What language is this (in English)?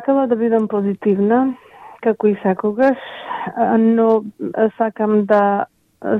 Macedonian